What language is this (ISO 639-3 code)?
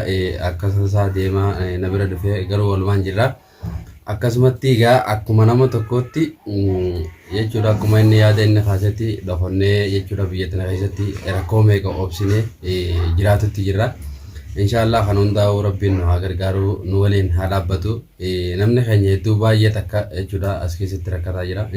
orm